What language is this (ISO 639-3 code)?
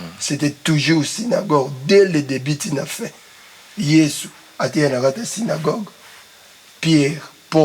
lin